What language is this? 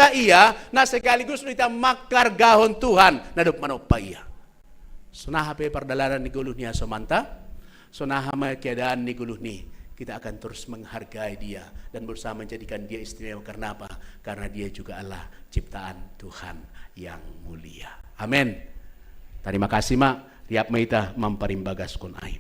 Batak Simalungun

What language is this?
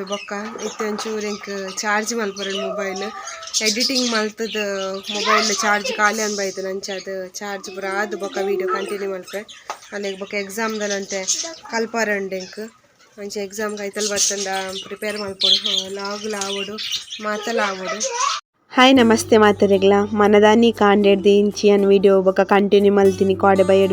Tulu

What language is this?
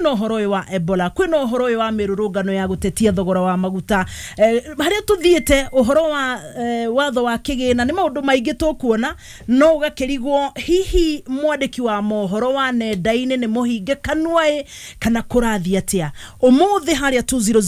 Kikuyu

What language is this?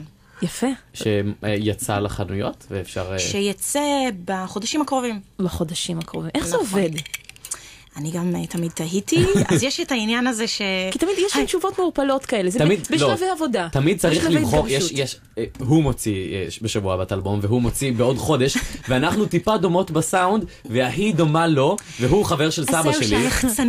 Hebrew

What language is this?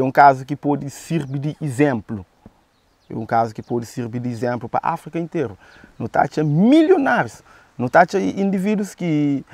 Kabuverdianu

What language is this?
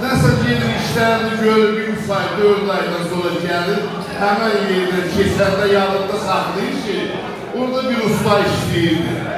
South Azerbaijani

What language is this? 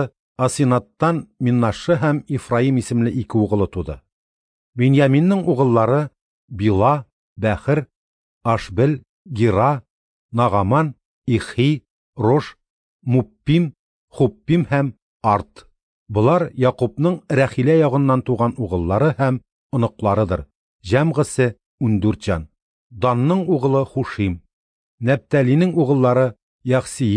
Tatar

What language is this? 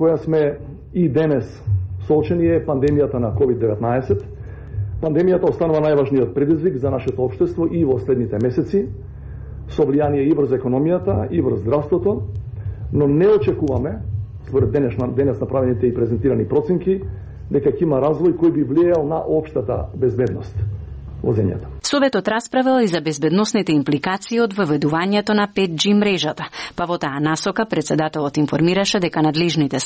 Macedonian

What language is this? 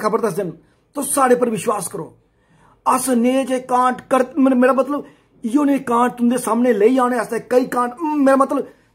Dogri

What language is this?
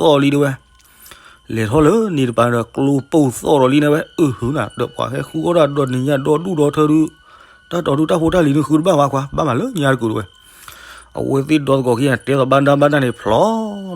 S'gaw Karen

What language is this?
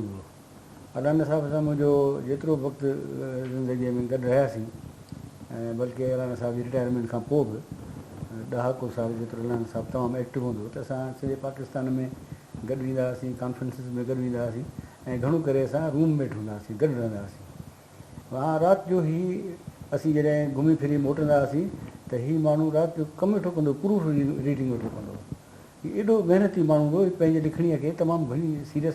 Sindhi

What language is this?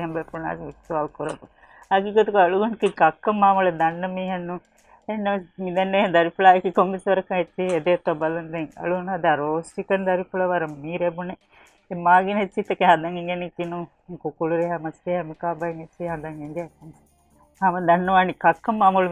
Divehi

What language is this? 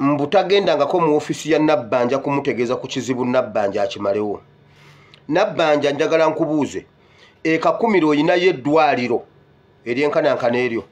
Ganda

